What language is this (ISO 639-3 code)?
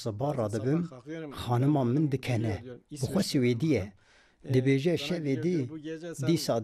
kur